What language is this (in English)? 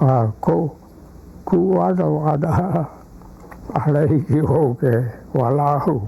Hawaiian